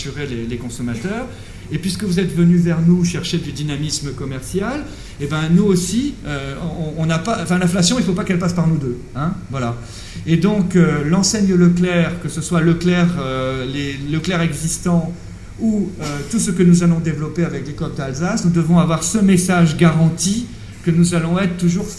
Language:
French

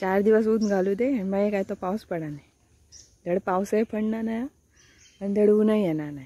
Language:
Konkani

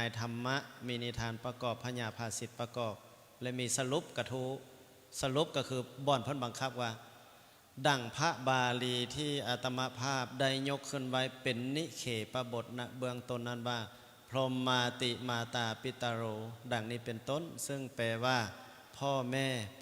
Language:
Lao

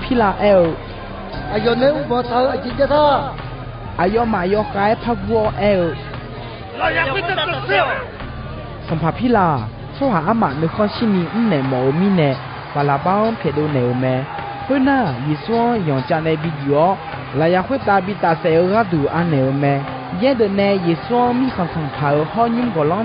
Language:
Akha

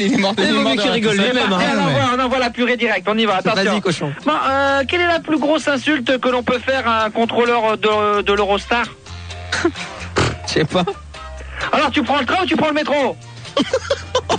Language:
French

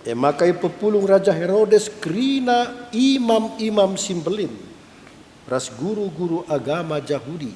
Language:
Batak Karo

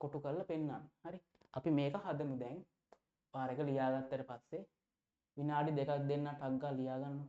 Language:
Sinhala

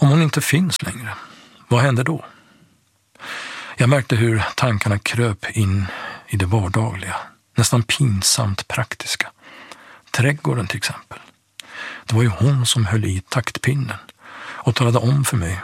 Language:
Swedish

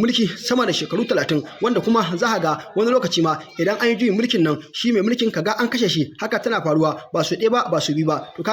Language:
Hausa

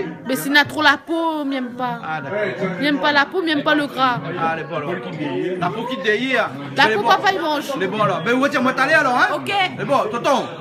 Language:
Réunion Creole French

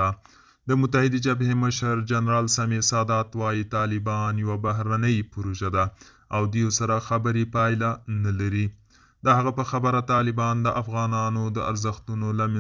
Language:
Pashto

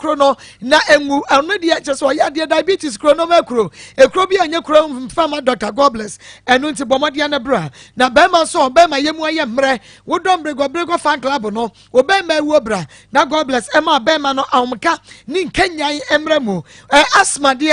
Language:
Akan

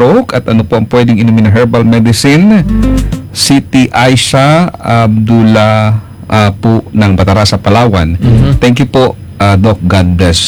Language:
Filipino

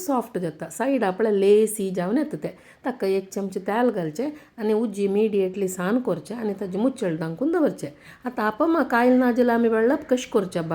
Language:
Konkani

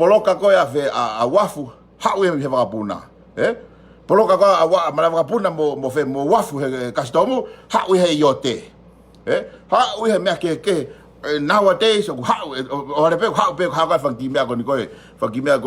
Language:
Tongan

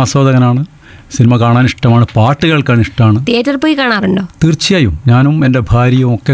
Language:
Malayalam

